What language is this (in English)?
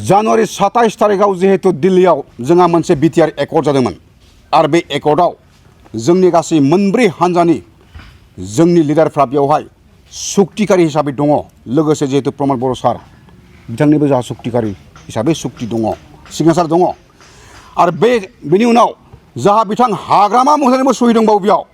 Bodo